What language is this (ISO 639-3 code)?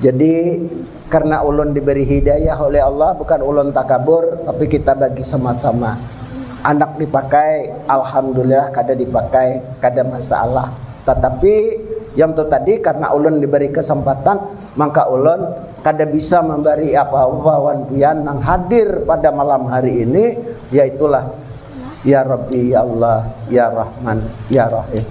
bjn